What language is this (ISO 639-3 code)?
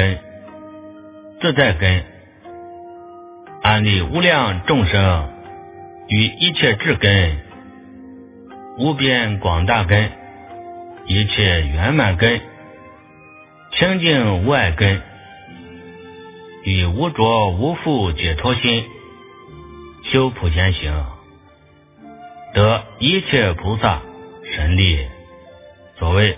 zho